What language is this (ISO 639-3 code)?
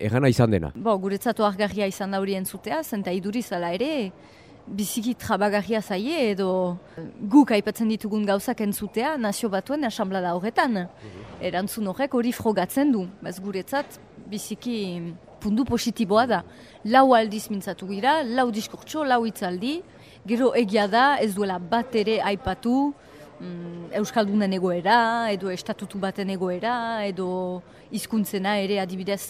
eus